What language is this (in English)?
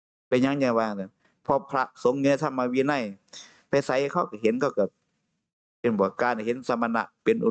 Northeastern Thai